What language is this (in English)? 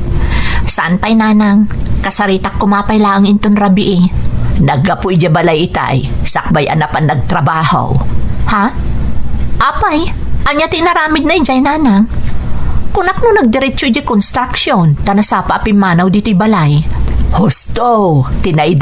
Iloko